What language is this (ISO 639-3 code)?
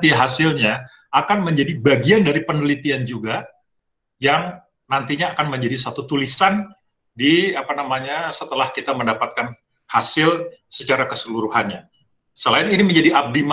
ind